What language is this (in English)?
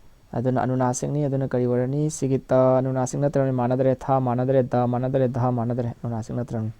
Manipuri